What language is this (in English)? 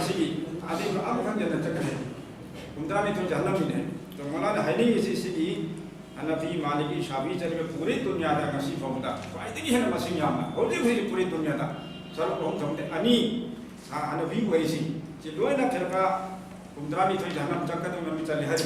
Manipuri